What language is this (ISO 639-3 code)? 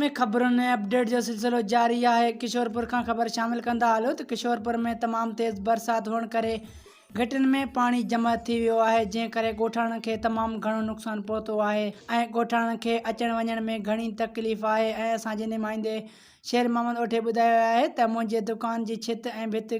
snd